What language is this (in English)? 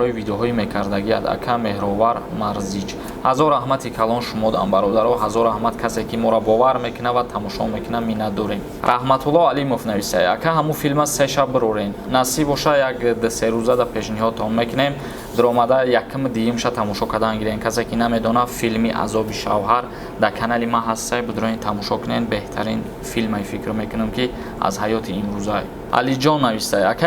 Tajik